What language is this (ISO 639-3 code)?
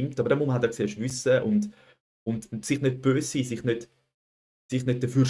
gsw